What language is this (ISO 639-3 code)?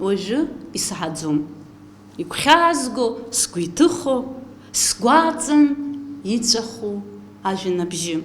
abk